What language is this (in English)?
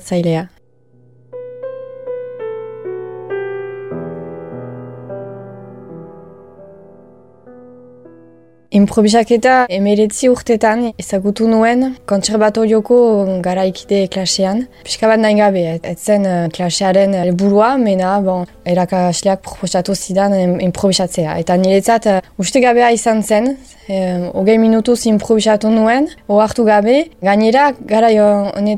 Basque